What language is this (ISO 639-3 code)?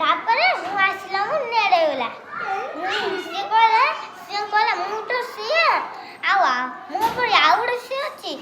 ori